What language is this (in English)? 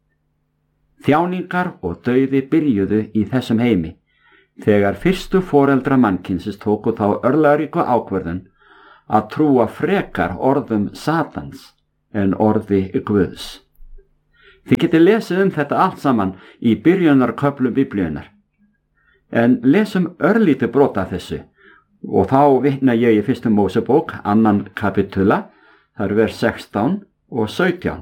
Icelandic